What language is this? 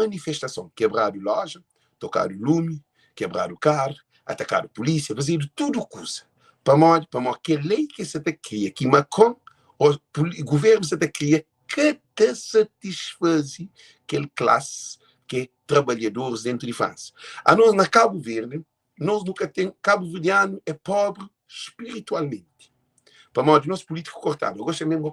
Kabuverdianu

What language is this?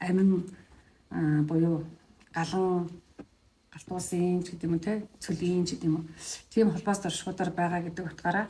Mongolian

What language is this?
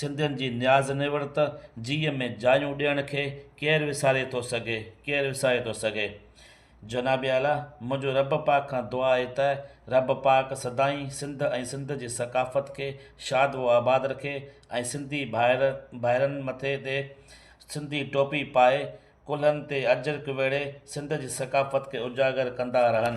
Sindhi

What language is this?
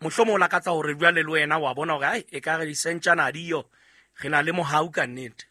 Southern Sotho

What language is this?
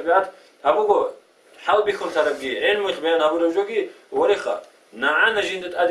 Avaric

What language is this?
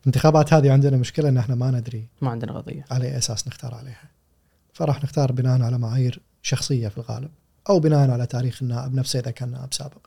Gulf Arabic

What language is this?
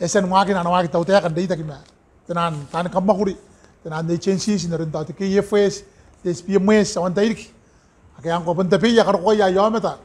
Gilbertese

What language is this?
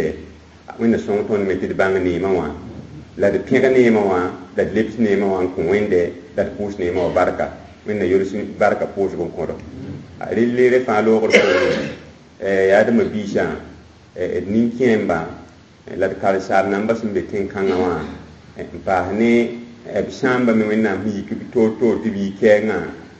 Mossi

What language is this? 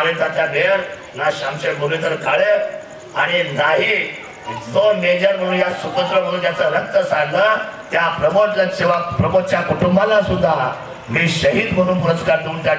Marathi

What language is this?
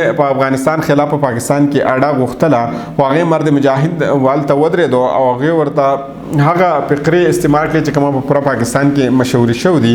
Pashto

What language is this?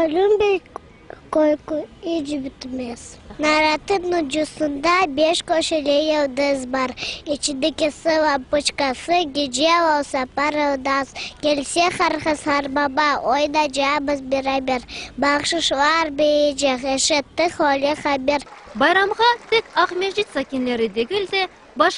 Crimean Tatar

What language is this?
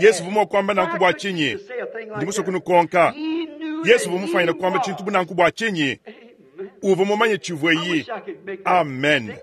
Luba-Lulua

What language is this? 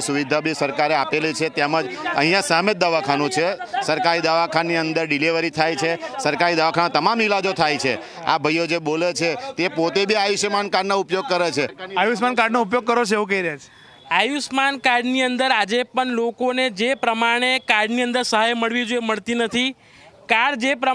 Gujarati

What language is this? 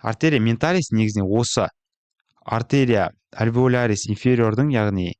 Kazakh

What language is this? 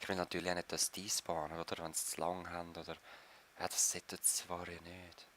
Swiss German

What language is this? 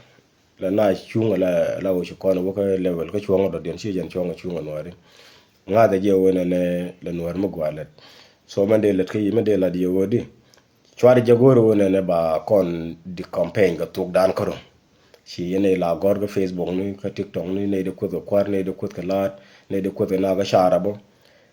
Nuer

